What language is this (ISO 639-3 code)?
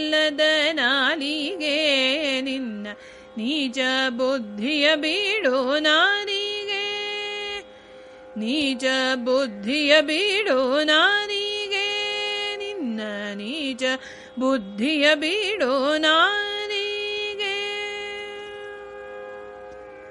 kan